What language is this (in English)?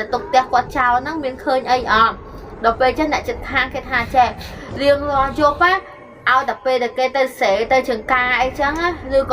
Khmer